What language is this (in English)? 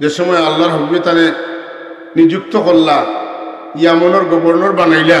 Sylheti